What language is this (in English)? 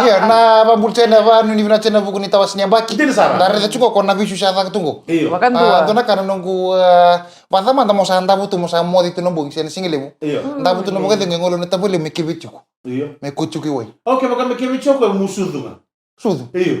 Fijian